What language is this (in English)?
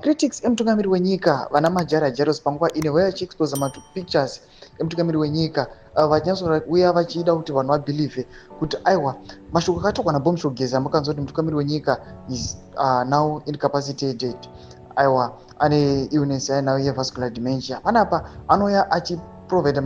Shona